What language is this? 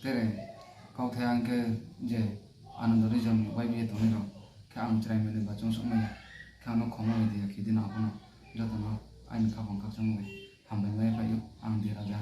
Riang (India)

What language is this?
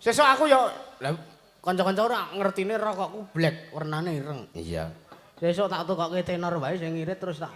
Javanese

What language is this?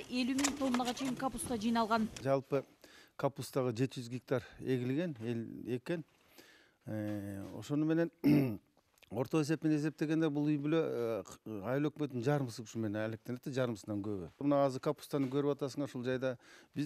Kyrgyz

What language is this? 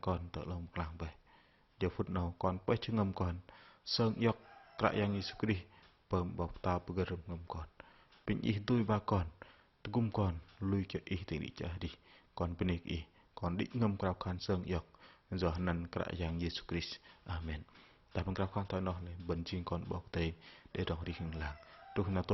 Bahnar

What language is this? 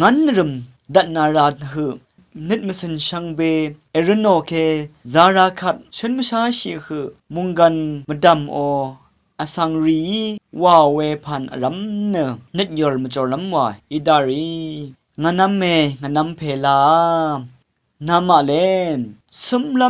Rawang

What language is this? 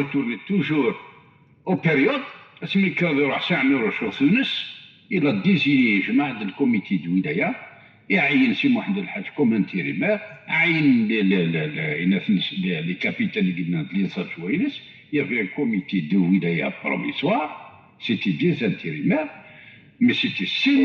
Kabyle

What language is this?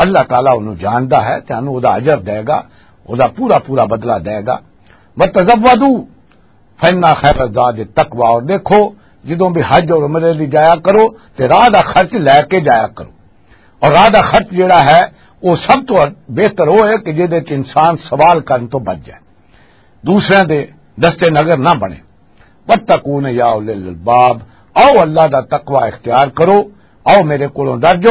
Western Panjabi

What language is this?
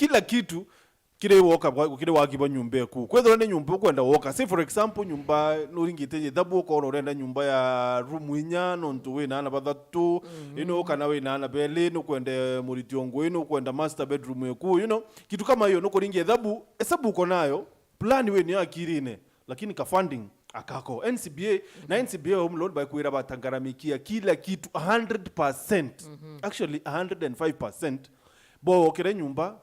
Meru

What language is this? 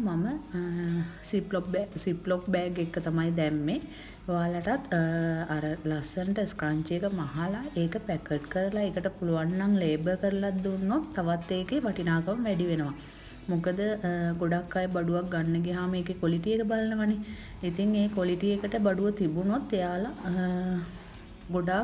Sinhala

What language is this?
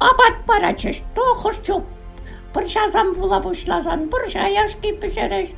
Chuvash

